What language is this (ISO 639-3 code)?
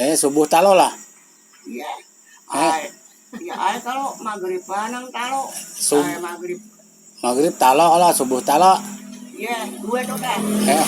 bjn